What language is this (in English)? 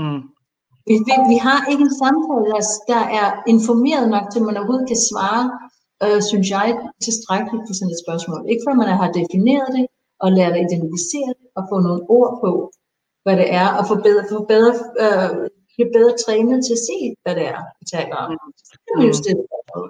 Danish